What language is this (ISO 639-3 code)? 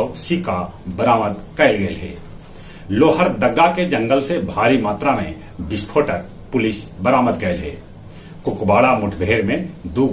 mag